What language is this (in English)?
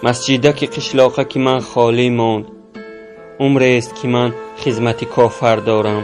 Tajik